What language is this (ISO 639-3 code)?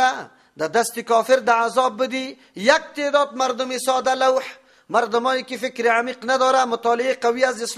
fas